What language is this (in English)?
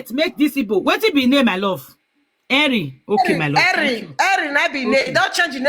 Nigerian Pidgin